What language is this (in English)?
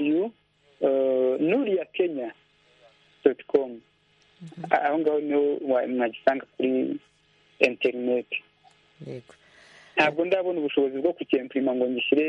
Kinyarwanda